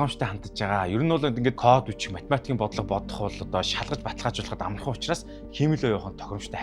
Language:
Mongolian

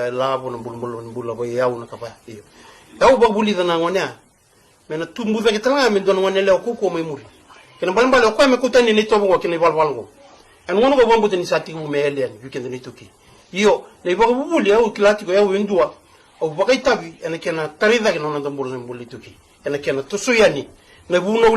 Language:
Fijian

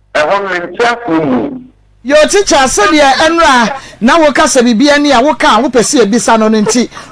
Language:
Akan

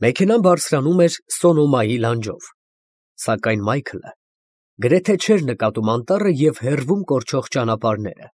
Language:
Armenian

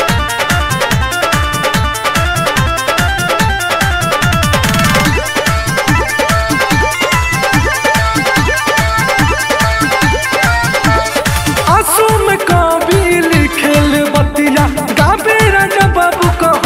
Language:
Bhojpuri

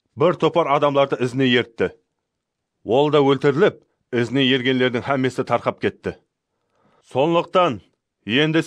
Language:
Kara-Kalpak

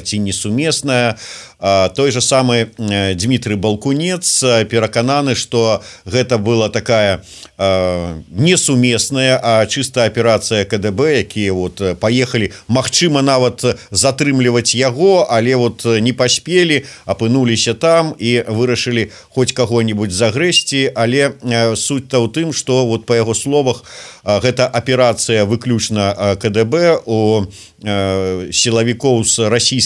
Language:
Belarusian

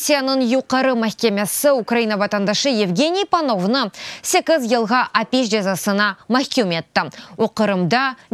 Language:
Crimean Tatar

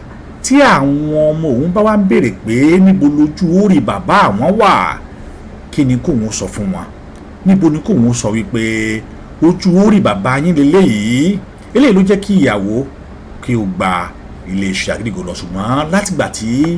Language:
Yoruba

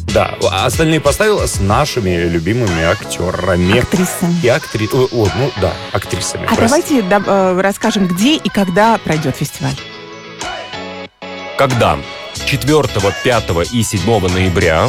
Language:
Russian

